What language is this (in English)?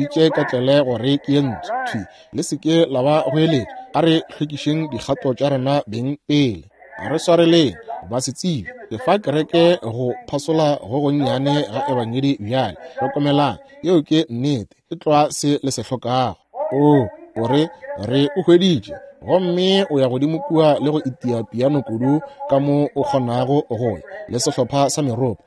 Northern Sotho